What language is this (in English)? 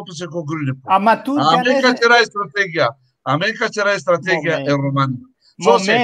Balkan Romani